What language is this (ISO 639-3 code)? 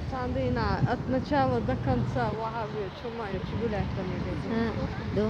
che